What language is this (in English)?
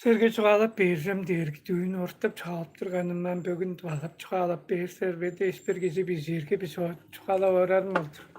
Tuvinian